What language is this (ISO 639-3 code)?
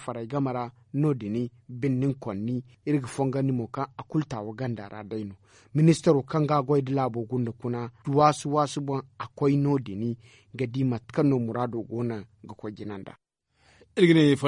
dje